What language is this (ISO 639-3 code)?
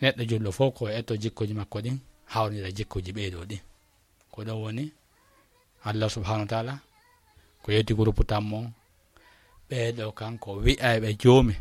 ful